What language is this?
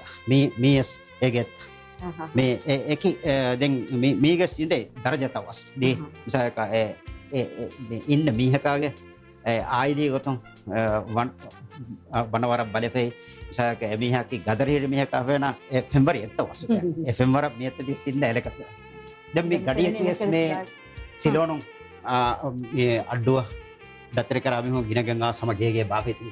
Divehi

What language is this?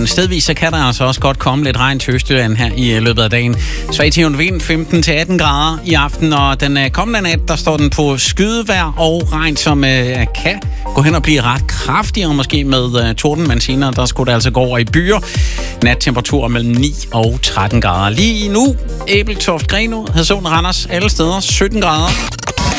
Danish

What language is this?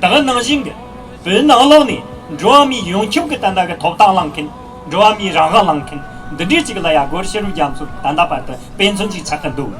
Tibetan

